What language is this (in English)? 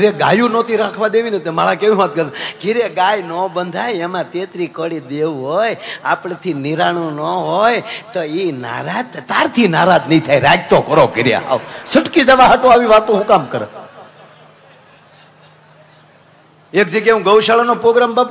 Gujarati